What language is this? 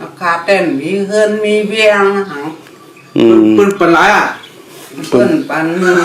Shan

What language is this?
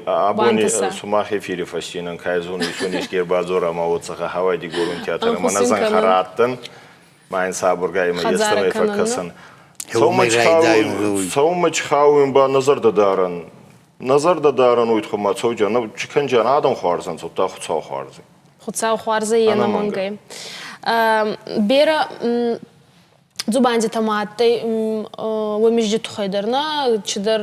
Ossetic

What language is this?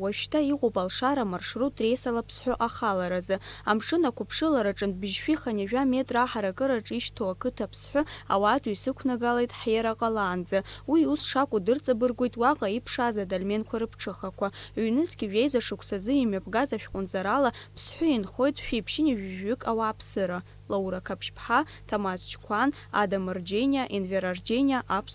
Abkhazian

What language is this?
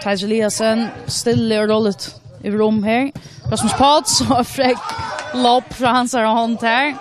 Faroese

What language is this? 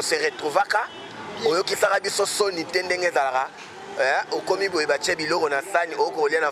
Lingala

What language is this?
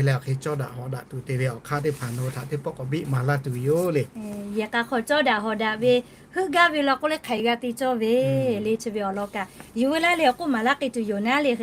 Lahu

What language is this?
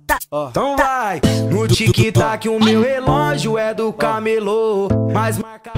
Portuguese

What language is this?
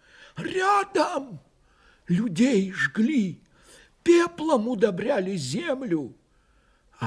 Russian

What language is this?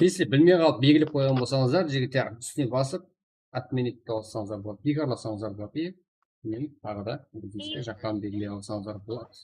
Kara-Kalpak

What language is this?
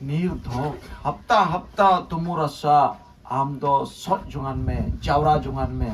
Santali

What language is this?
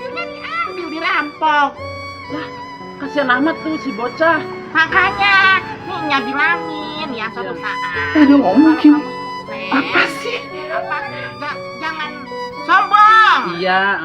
Betawi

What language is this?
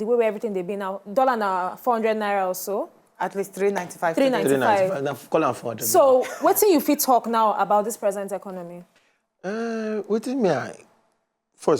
Nigerian Pidgin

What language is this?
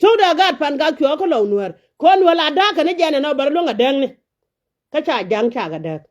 Nuer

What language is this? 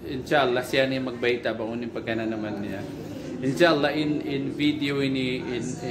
Tausug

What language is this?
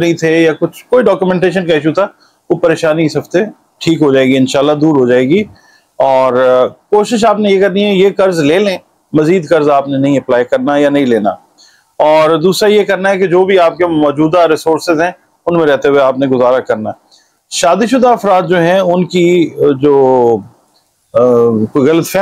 Urdu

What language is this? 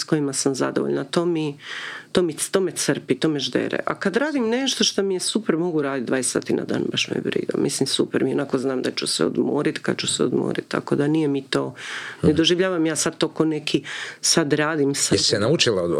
Croatian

